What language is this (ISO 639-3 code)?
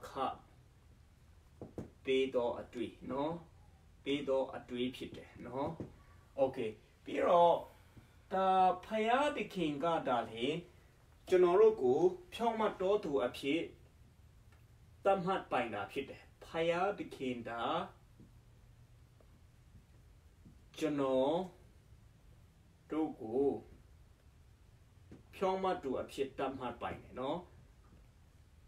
mya